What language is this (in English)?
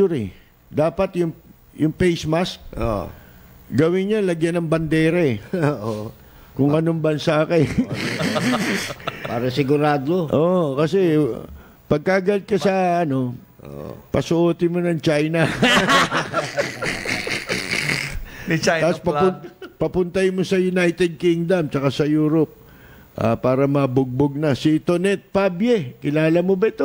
Filipino